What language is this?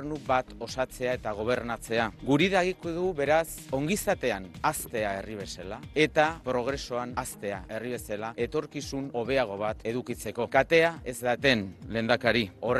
Basque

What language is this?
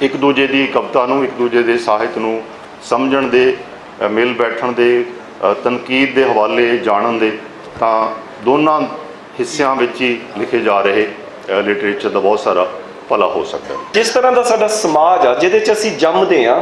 Western Panjabi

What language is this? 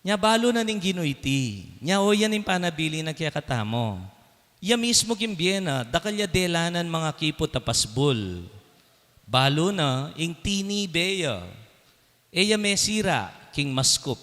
Pampanga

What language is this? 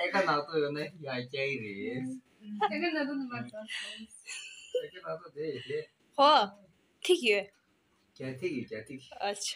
Tibetan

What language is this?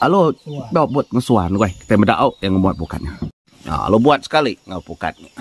Iban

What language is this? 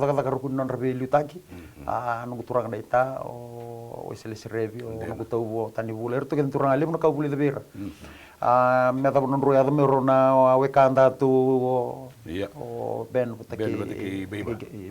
Fijian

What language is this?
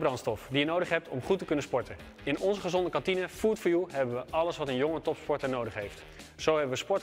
Dutch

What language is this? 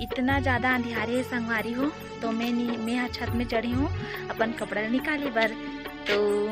Chhattisgarhi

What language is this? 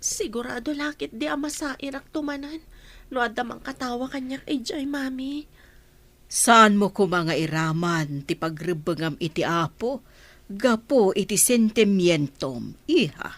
Iloko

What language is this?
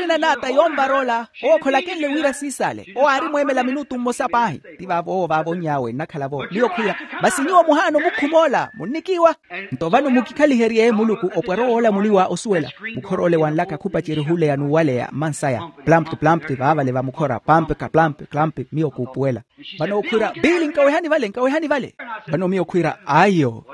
Makhuwa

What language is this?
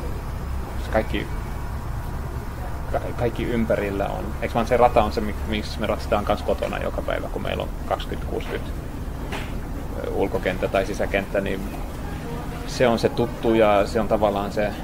Finnish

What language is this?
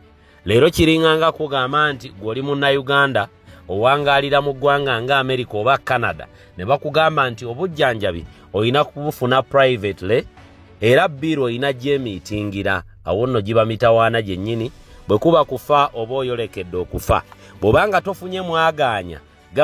Ganda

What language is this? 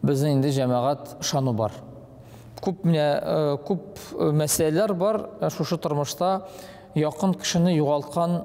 Tatar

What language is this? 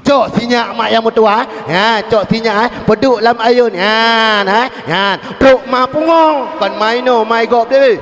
Achinese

